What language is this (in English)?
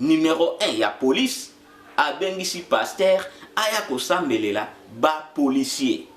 Lingala